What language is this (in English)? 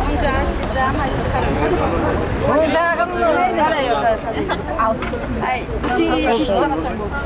Kara-Kalpak